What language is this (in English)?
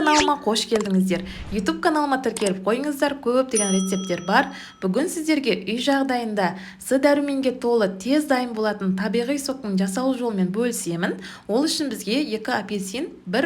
Kazakh